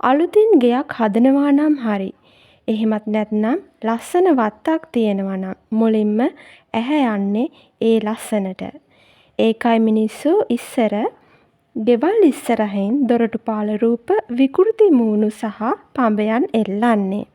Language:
Sinhala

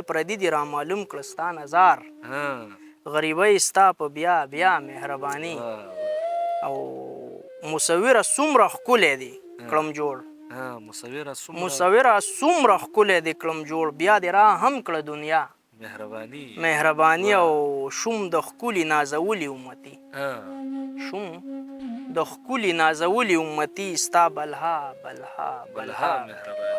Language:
Pashto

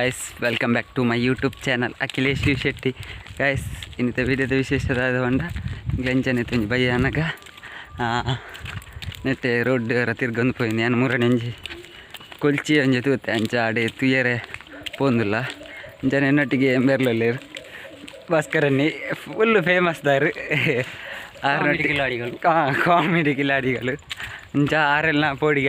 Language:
Tulu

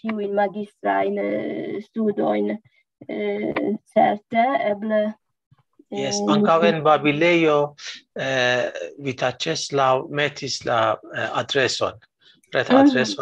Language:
Esperanto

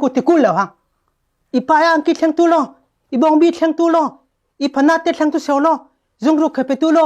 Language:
Falam Chin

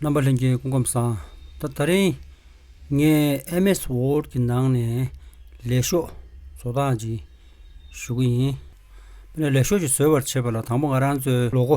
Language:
Tibetan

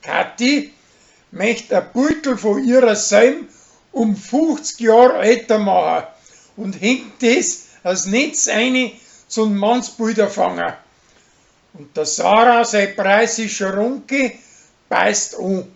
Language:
Bavarian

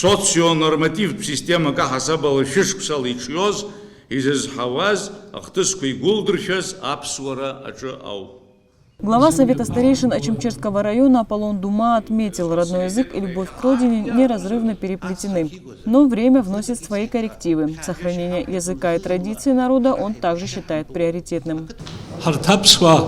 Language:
Abkhazian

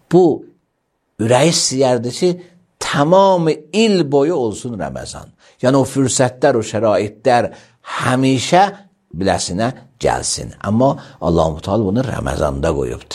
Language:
Azerbaijani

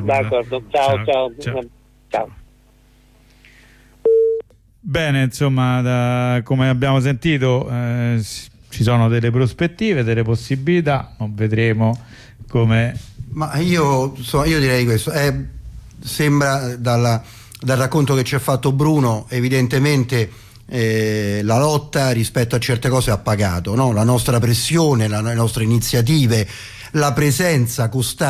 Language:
Italian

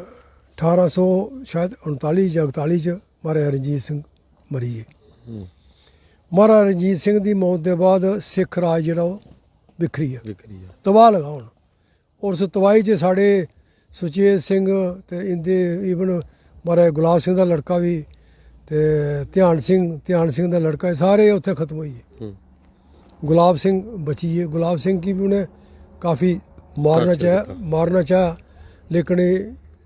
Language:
Dogri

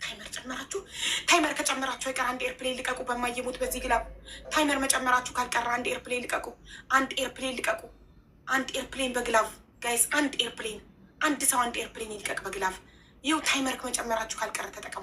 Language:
Amharic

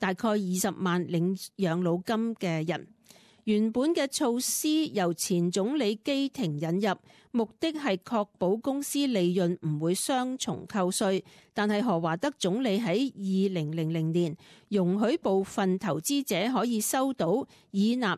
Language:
Cantonese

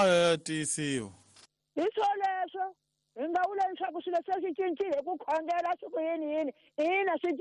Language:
Tsonga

